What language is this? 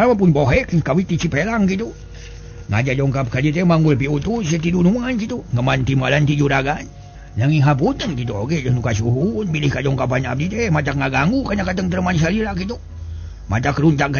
Sundanese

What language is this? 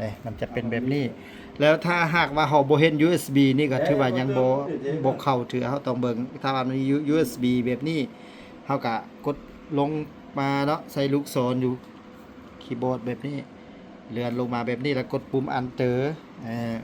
Lao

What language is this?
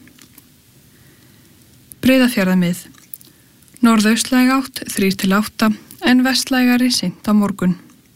Icelandic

